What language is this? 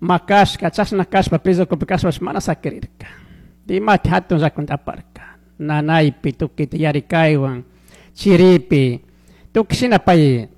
Chimborazo Highland Quichua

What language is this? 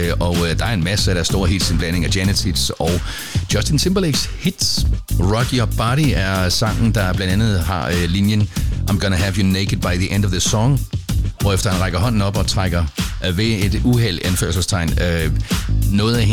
Danish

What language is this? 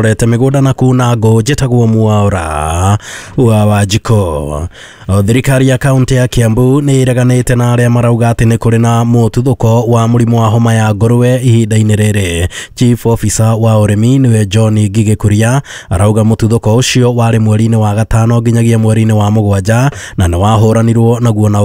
Kikuyu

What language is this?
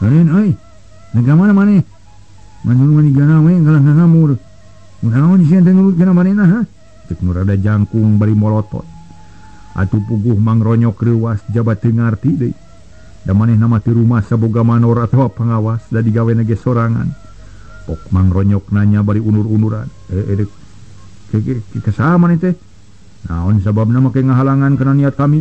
Sundanese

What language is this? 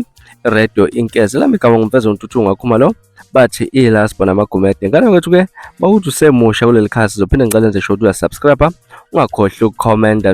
Zulu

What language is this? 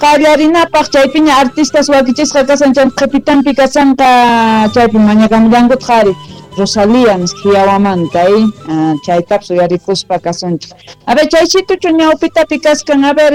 South Bolivian Quechua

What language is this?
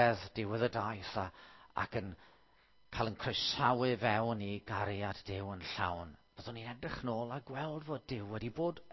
Welsh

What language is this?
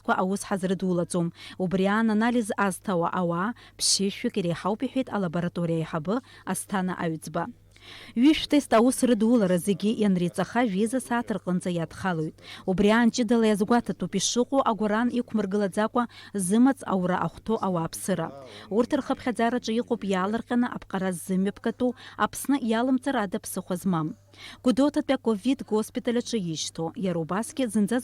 Abkhazian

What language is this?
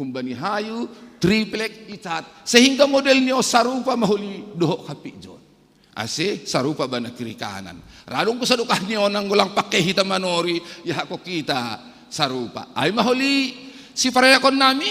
Batak Simalungun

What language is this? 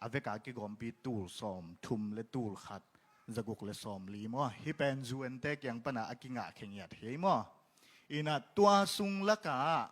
Tedim Chin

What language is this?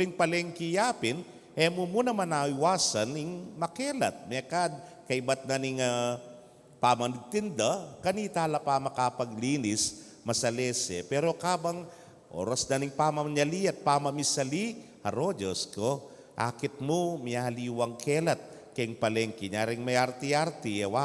Pampanga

